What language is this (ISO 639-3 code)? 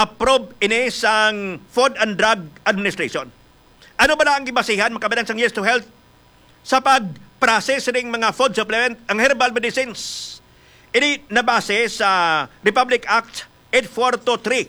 hil